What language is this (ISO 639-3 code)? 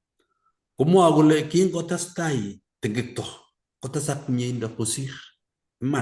kln